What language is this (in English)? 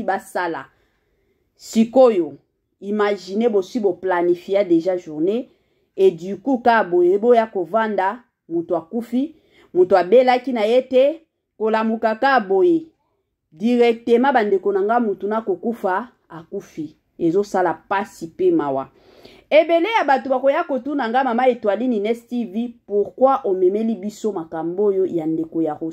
Lingala